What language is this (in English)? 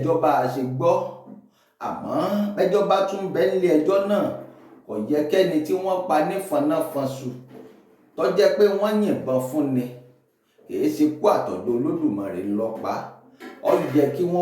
Yoruba